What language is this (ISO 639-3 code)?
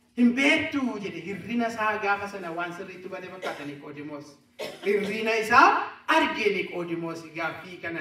orm